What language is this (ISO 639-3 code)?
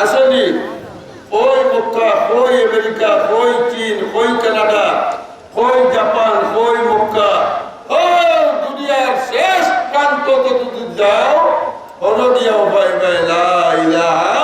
syl